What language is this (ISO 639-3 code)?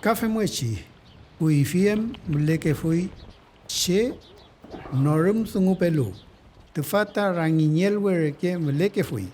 arn